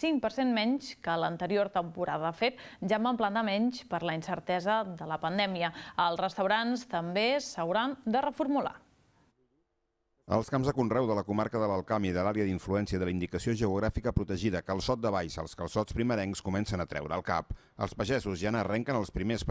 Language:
Catalan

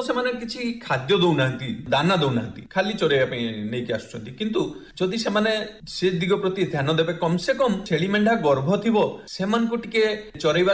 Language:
Odia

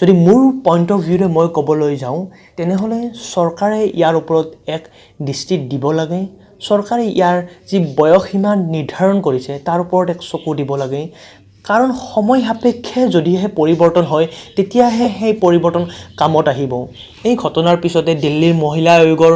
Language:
Assamese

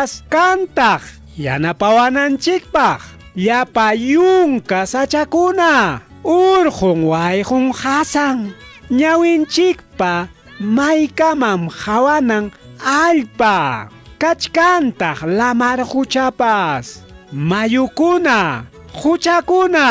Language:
Ayacucho Quechua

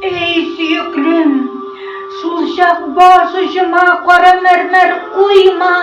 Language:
Bashkir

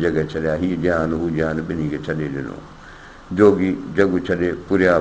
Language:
Sindhi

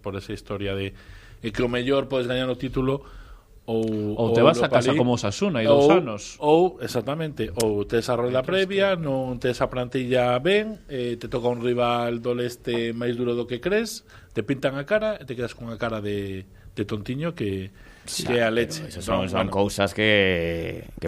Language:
Galician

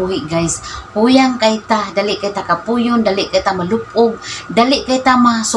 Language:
Cebuano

